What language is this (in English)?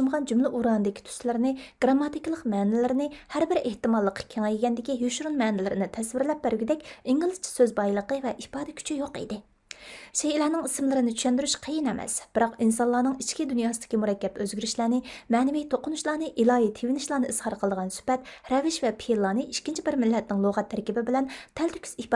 Uyghur